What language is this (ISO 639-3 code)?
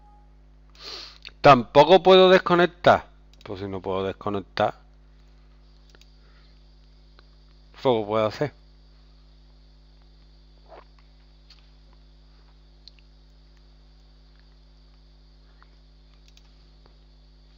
spa